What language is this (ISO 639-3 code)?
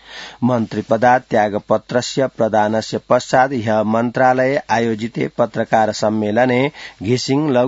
san